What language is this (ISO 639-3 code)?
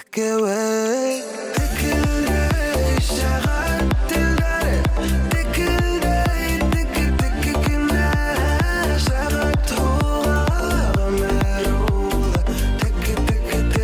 bak